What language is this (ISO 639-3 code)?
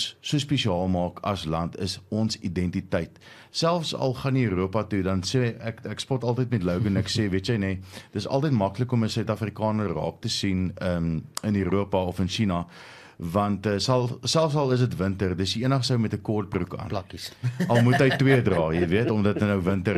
afr